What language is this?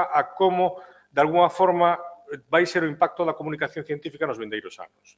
Galician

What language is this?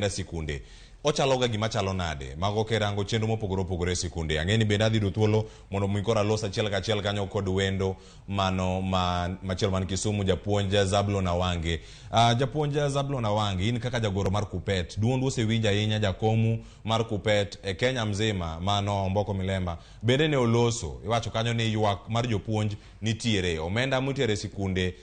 Luo (Kenya and Tanzania)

